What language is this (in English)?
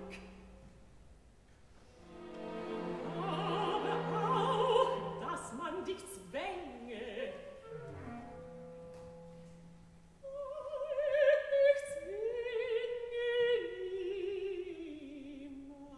German